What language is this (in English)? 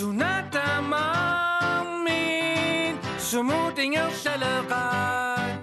Kalaallisut